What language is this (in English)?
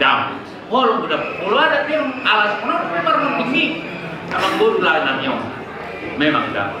Batak Toba